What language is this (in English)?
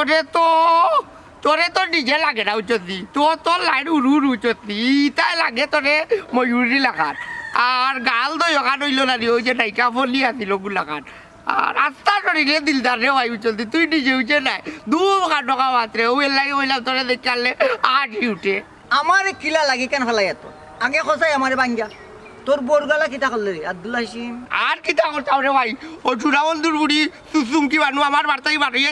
Sylheti